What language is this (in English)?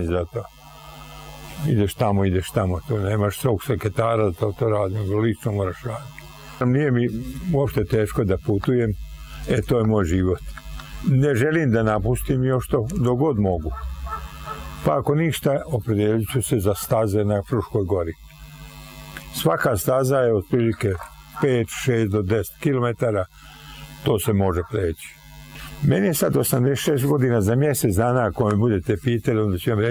Serbian